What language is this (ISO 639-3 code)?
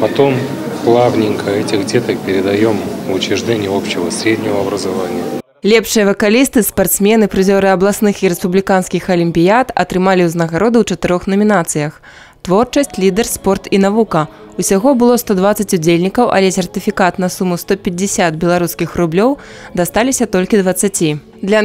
bel